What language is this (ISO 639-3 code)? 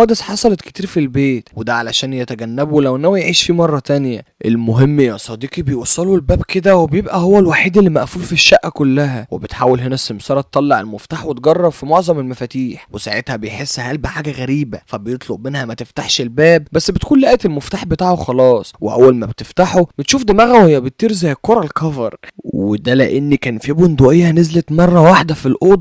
arz